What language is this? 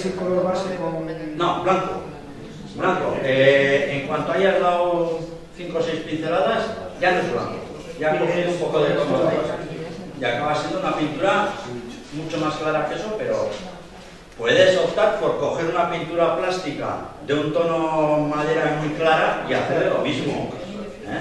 Spanish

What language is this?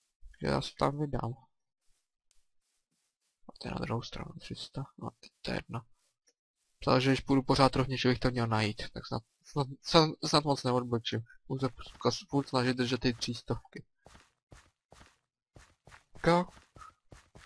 Czech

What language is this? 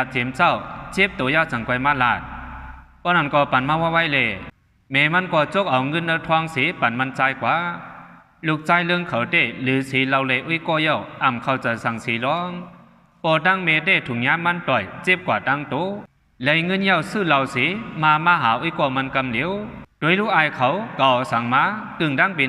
Shan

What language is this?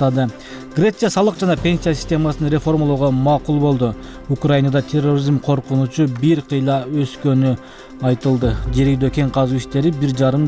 Kyrgyz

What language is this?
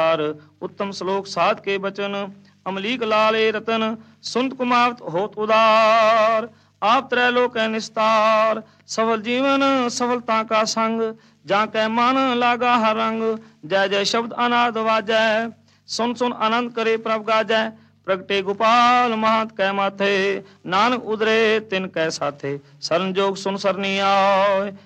Punjabi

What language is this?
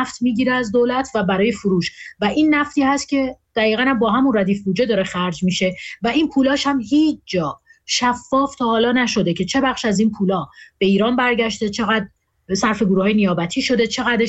Persian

